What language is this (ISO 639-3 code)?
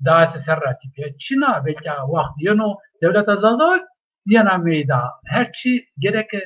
zza